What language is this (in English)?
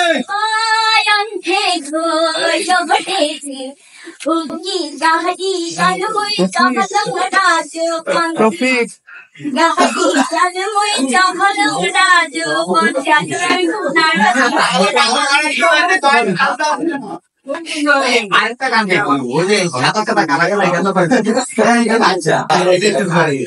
Bangla